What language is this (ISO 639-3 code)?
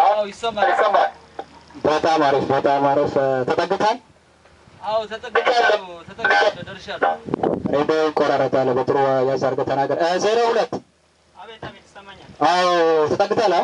amh